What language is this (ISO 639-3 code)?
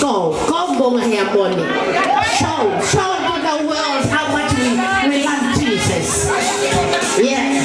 ton